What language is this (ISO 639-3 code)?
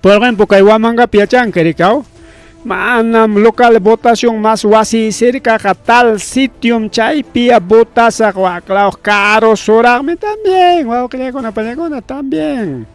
quy